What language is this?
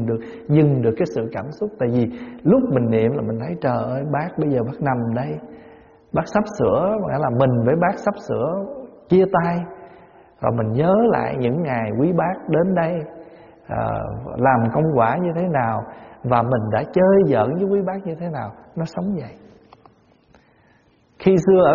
Vietnamese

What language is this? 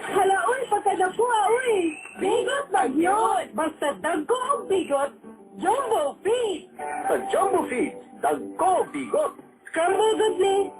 Cebuano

